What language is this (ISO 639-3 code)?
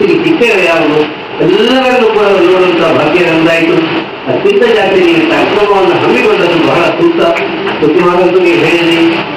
kan